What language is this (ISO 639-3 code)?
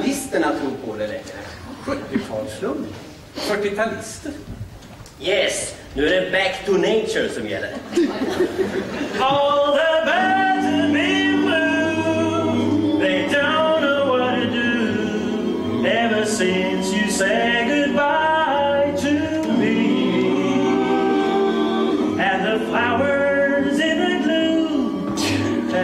swe